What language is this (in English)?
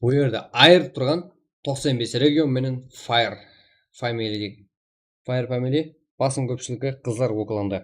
Kara-Kalpak